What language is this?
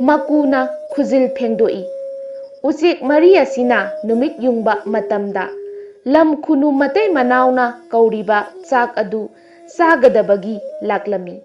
Manipuri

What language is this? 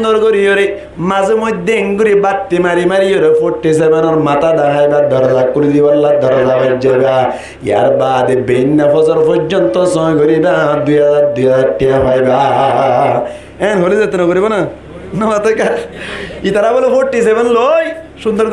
Rohingya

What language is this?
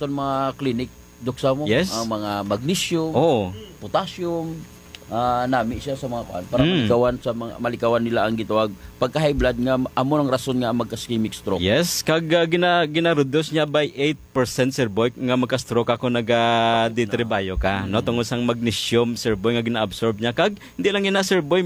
Hiligaynon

